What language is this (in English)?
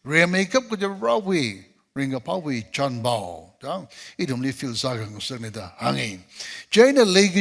Tangkhul Naga (India)